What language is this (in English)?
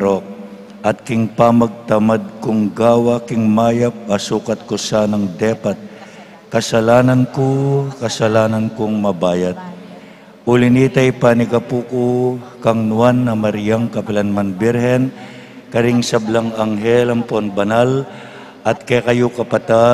Pampanga